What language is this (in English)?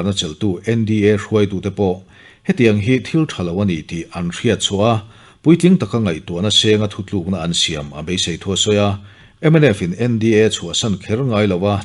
Mizo